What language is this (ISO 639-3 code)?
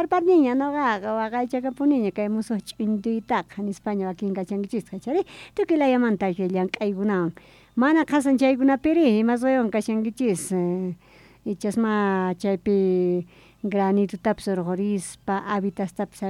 quh